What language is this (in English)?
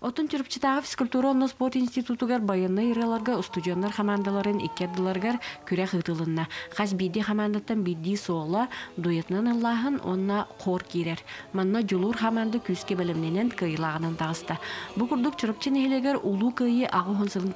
Yakut